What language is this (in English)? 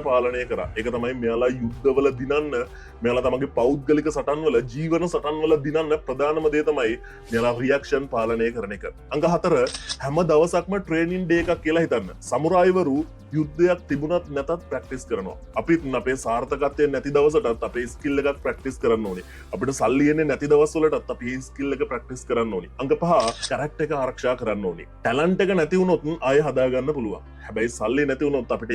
Sinhala